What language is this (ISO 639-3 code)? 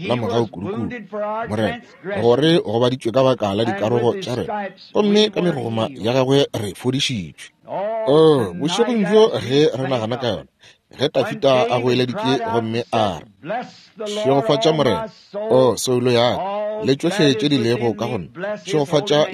nso